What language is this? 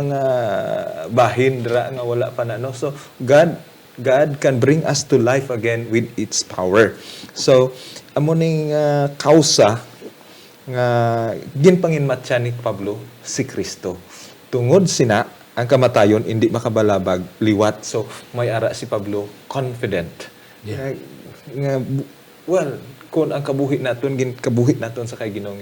Hiligaynon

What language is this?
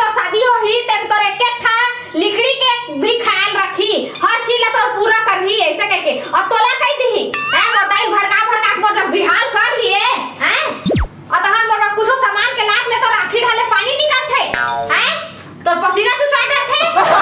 Chhattisgarhi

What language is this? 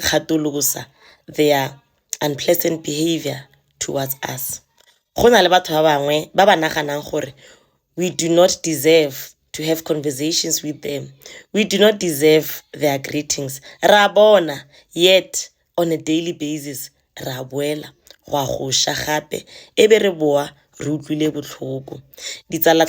Tswana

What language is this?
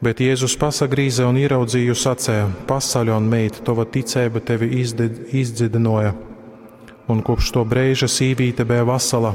Latgalian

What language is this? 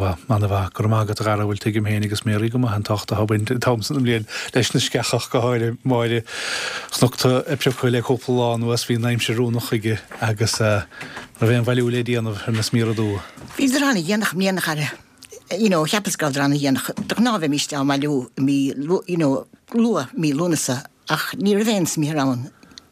Irish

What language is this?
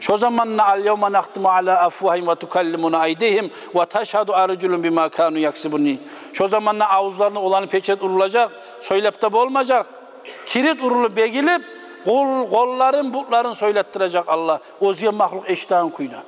Kumyk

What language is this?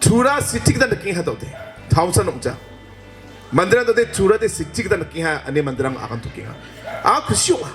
Garo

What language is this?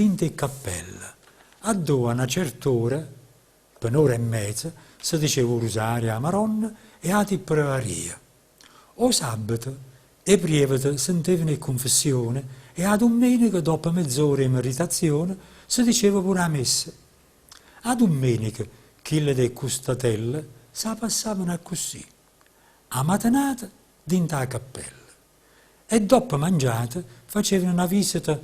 Neapolitan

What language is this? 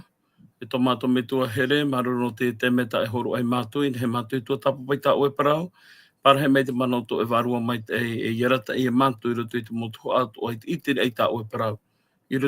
Tahitian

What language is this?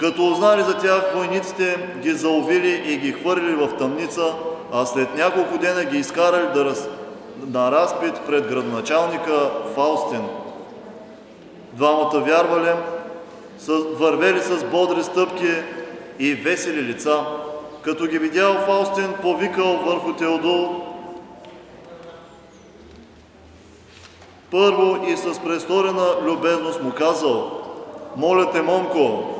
Bulgarian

